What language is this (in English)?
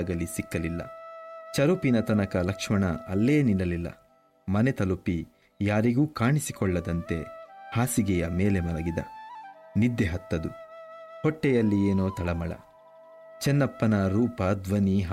Kannada